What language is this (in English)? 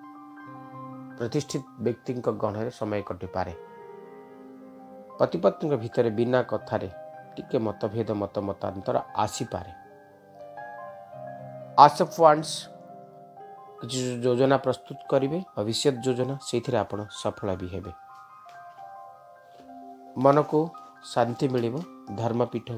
Odia